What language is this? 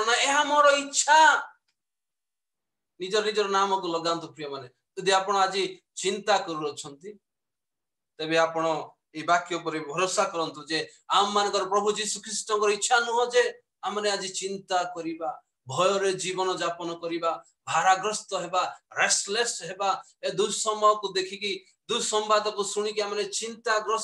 Odia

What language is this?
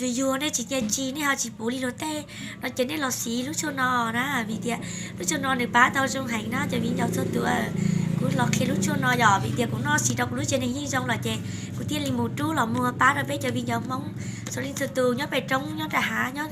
Hmong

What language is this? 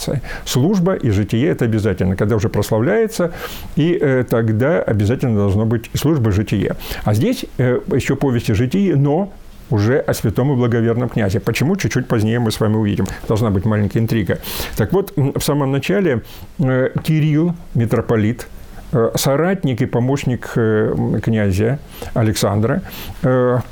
Russian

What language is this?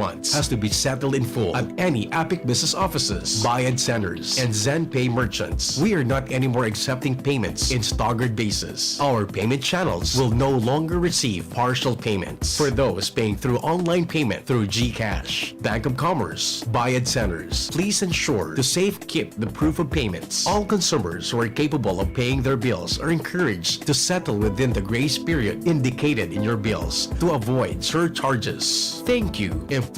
Bikol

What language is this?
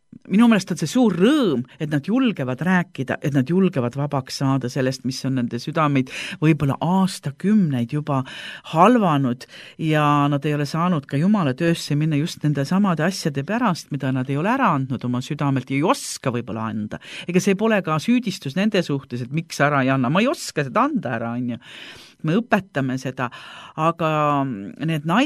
Estonian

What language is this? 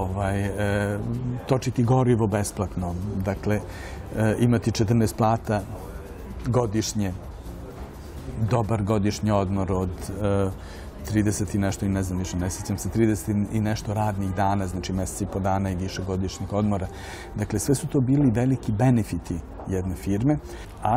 Serbian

